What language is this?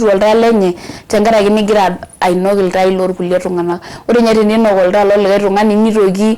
Masai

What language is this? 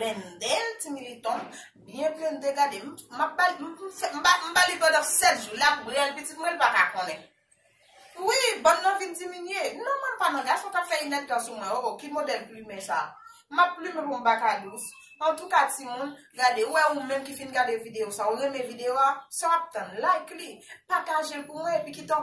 Haitian Creole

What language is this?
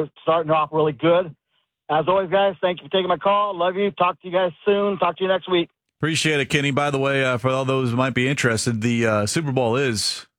English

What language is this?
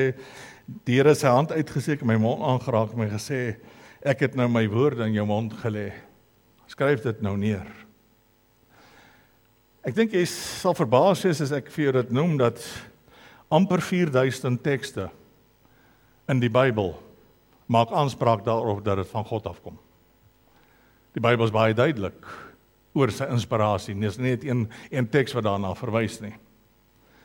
Afrikaans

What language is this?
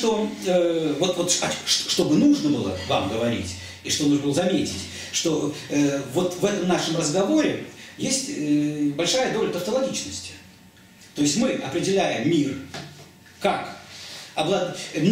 Russian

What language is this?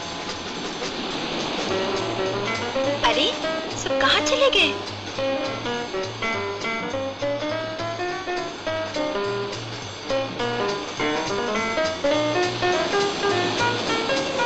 Hindi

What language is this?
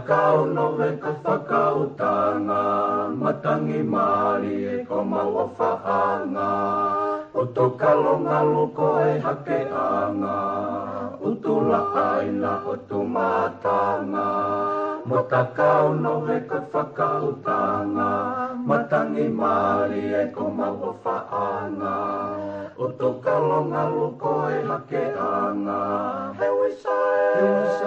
Tongan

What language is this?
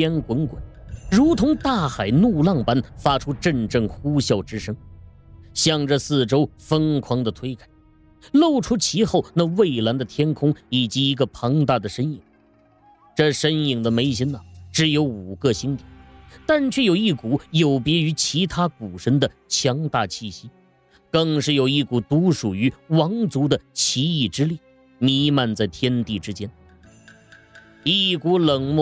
Chinese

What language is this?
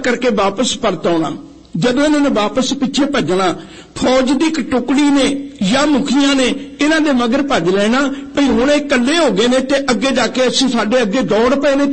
Punjabi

